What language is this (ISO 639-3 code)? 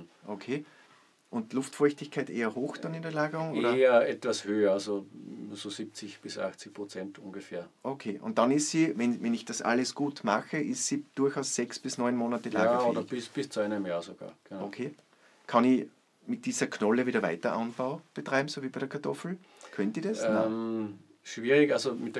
deu